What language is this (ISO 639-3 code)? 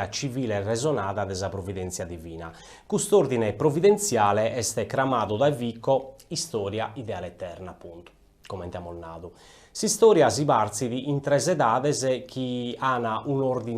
srd